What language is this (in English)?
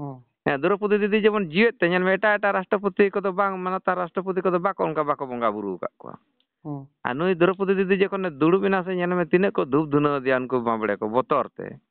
Santali